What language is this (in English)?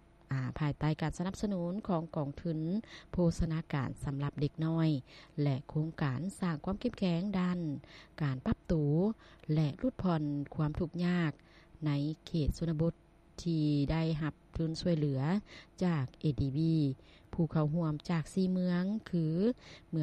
Lao